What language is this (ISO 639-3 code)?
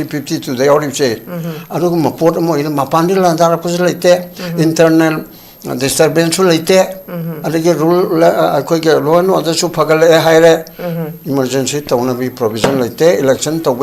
mni